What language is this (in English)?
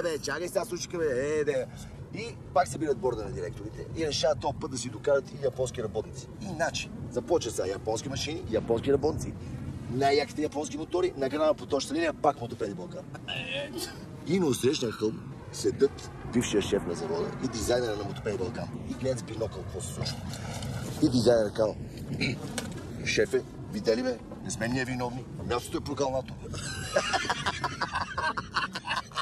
Bulgarian